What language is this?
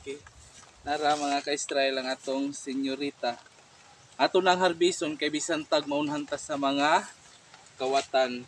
Cebuano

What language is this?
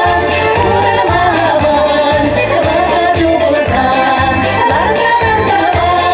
Chuvash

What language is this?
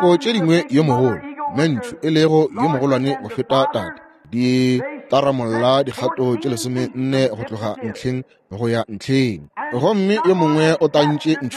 Northern Sotho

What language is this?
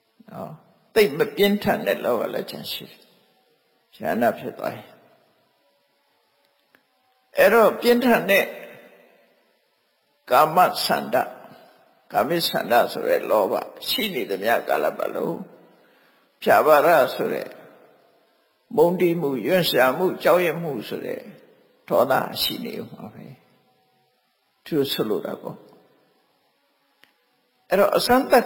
Burmese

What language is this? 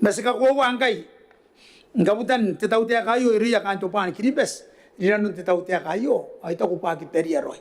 Gilbertese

